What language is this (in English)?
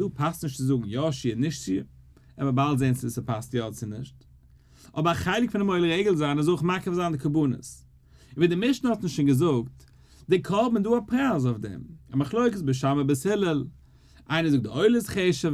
Yiddish